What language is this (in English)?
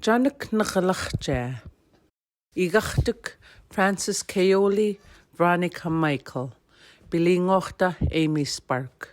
Central Yupik